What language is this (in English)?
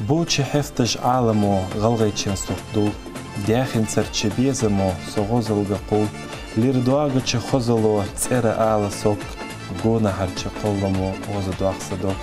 Ingush